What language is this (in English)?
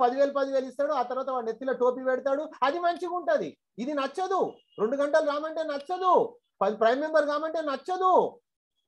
Telugu